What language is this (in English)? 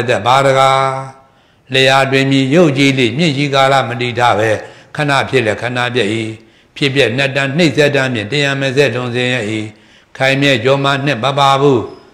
Burmese